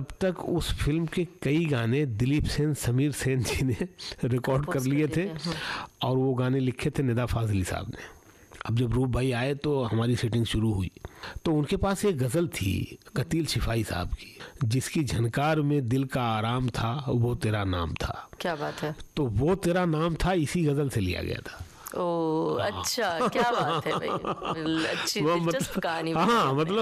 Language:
Hindi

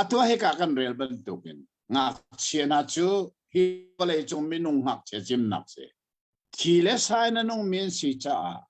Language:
Hakha Chin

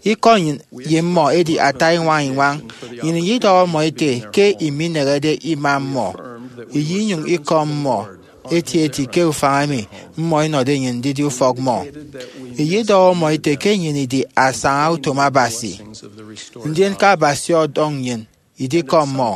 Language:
Efik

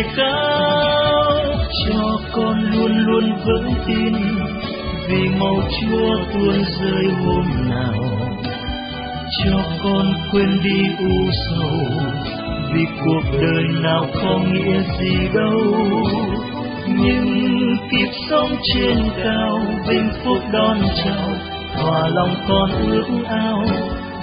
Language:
Vietnamese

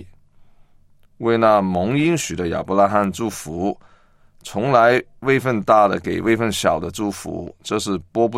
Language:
Chinese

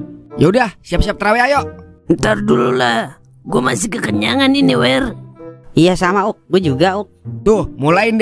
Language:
Betawi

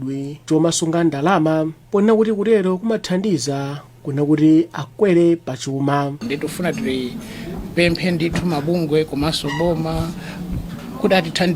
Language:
Nyanja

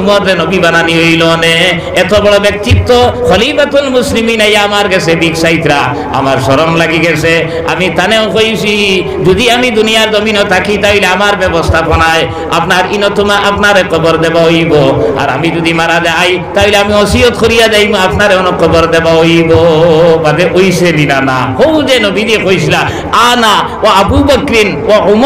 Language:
Sylheti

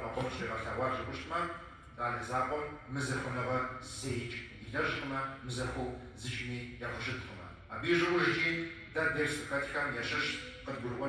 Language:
Kabardian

